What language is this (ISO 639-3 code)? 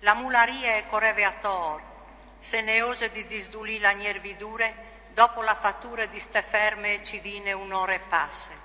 fur